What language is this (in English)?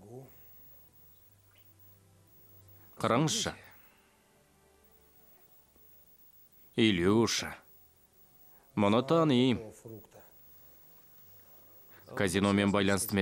Kazakh